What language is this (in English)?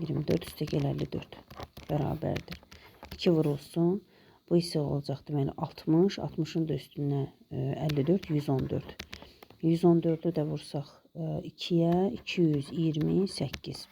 Azerbaijani